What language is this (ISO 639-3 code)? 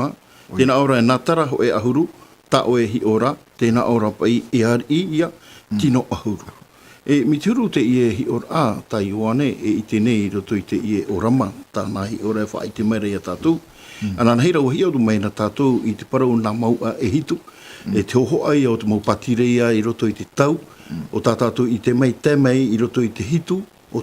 tah